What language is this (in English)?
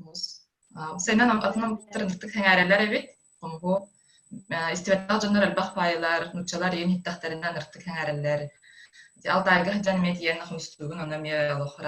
Yakut